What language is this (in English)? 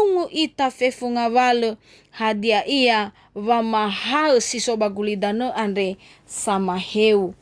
Nias